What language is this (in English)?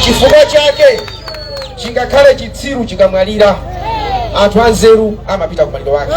Nyanja